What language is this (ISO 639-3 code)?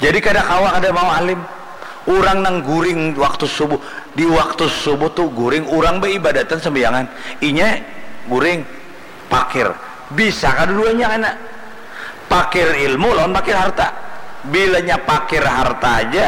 bjn